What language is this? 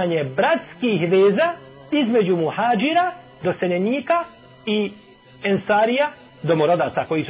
Bosnian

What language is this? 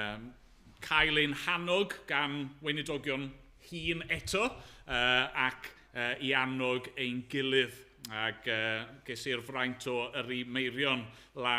Welsh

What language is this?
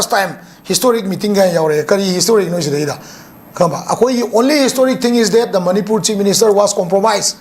Manipuri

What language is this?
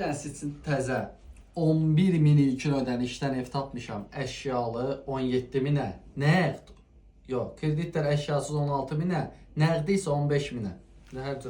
Azerbaijani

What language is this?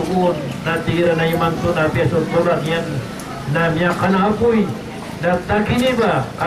Maranao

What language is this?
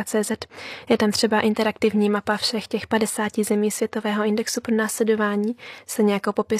Czech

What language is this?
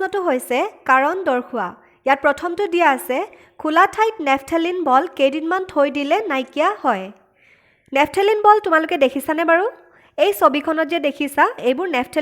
Assamese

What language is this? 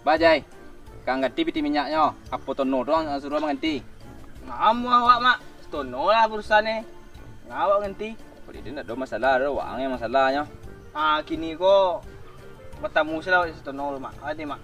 Minangkabau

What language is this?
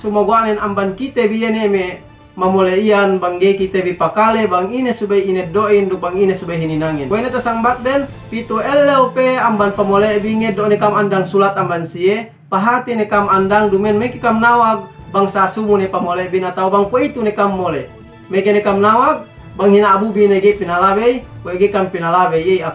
Yakan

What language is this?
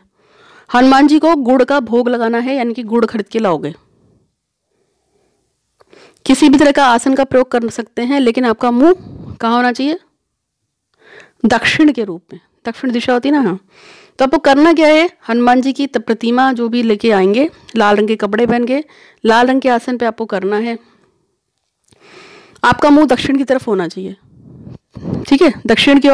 Hindi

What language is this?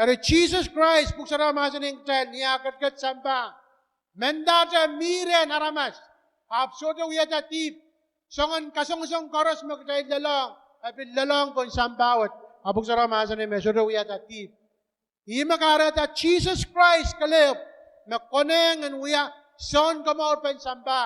Pohnpeian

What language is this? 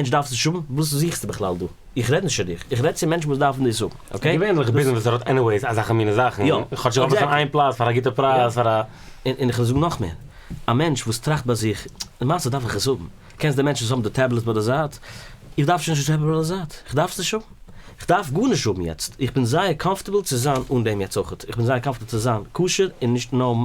Yiddish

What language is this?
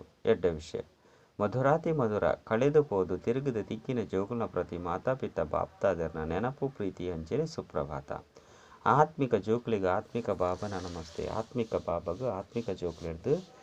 Tulu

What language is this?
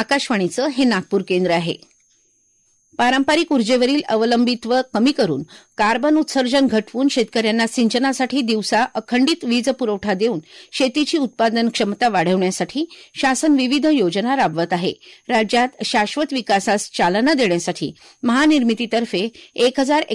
Marathi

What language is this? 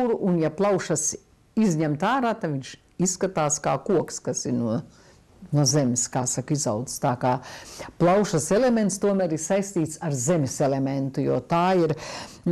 Latvian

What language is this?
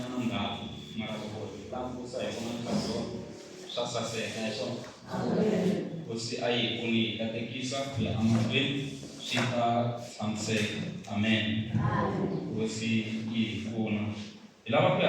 Tsonga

